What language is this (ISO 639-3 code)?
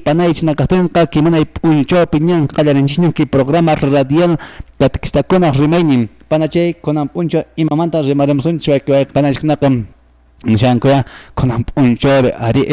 que